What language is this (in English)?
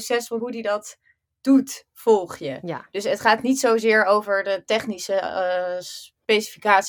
Dutch